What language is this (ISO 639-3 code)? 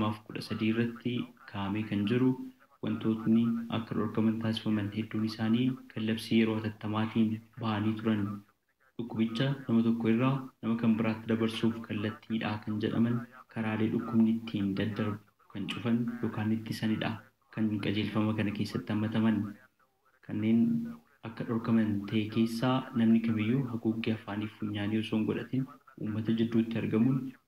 orm